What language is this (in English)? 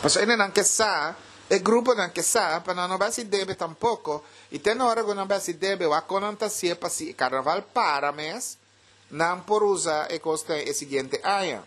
Papiamento